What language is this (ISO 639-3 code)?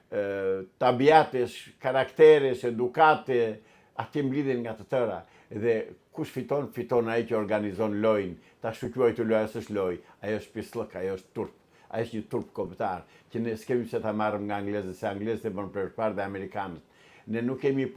sqi